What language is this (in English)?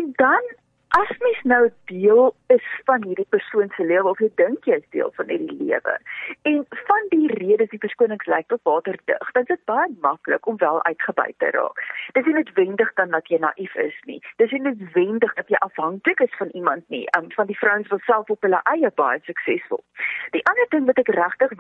Afrikaans